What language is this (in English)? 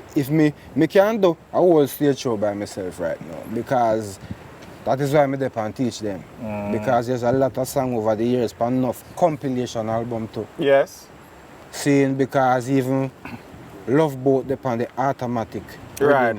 Jamaican Creole English